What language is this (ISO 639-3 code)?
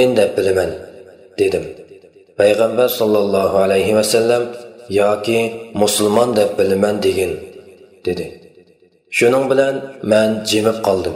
uig